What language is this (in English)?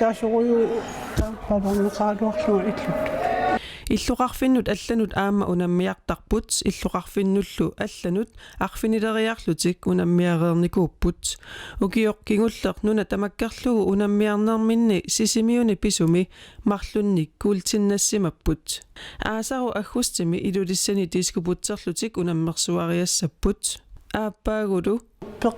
Kalaallisut